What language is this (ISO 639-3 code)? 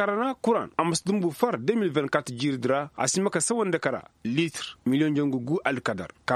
ses